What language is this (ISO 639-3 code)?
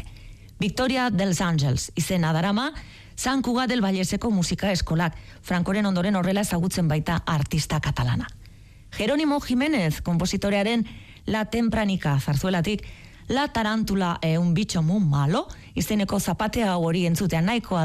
eus